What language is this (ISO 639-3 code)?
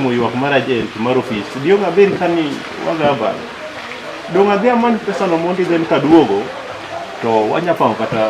luo